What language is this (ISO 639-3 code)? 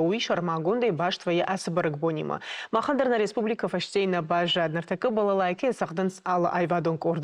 oss